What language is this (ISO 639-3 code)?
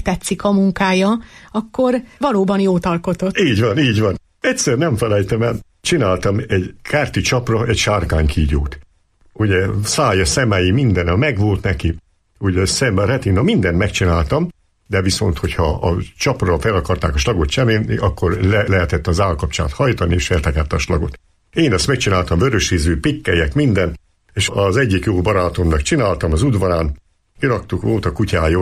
hun